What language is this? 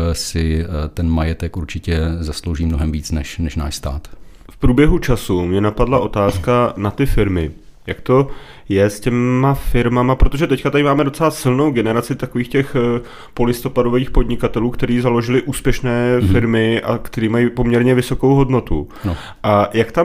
Czech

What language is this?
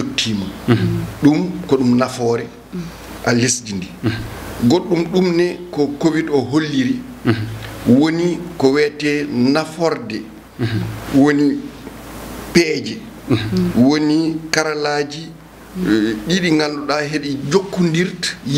Fula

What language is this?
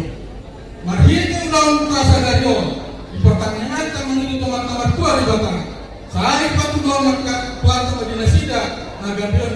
Batak Toba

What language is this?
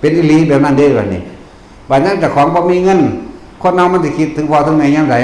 Northeastern Thai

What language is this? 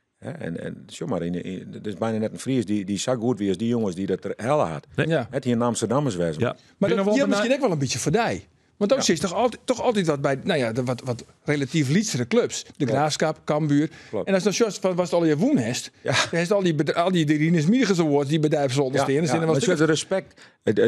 Western Frisian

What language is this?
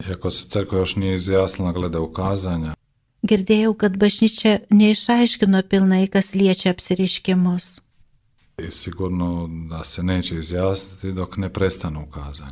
Lithuanian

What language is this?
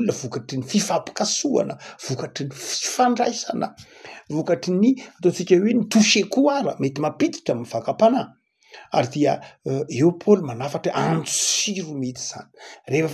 Malagasy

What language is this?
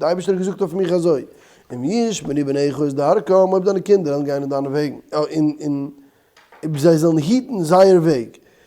Yiddish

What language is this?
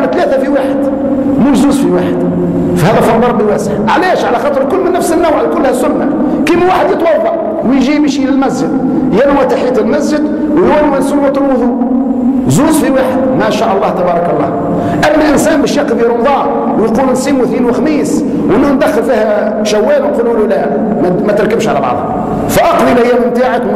Tunisian Arabic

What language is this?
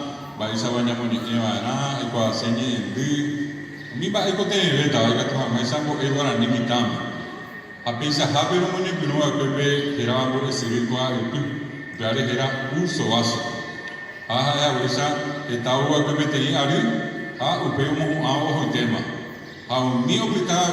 Guarani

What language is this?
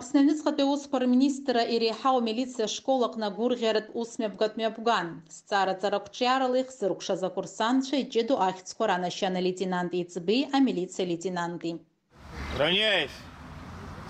Abkhazian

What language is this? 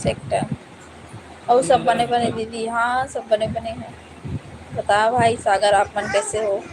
Chhattisgarhi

